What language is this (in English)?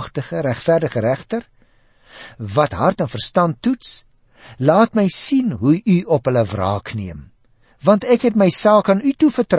Afrikaans